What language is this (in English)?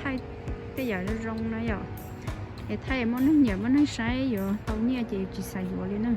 Hmong